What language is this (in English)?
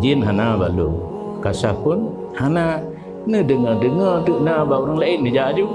Achinese